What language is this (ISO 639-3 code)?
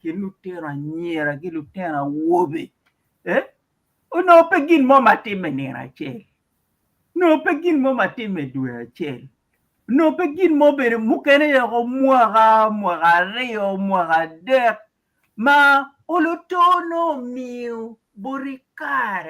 ach